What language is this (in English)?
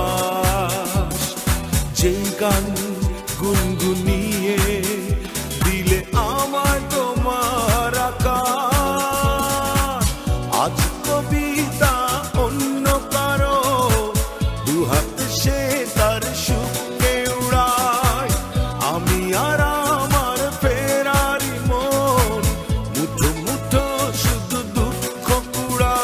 Bangla